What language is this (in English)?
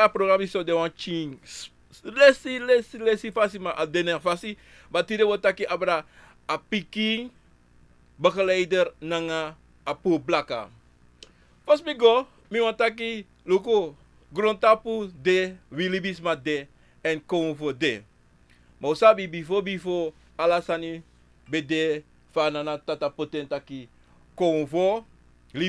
Sranan Tongo